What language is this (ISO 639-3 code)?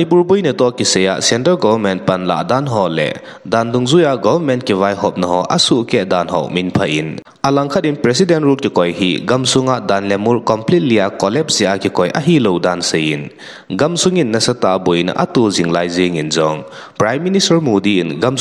tcz